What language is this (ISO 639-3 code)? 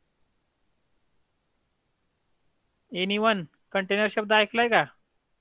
mar